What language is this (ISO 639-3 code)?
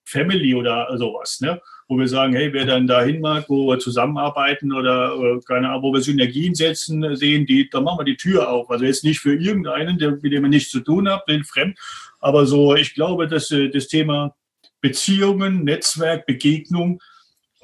deu